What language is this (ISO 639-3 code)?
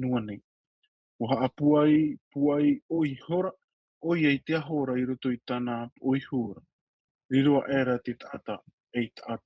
tah